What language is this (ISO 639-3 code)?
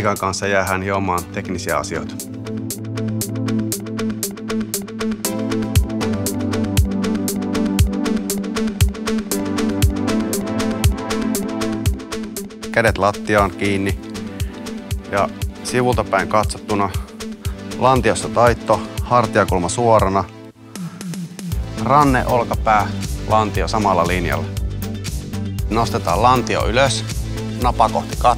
fin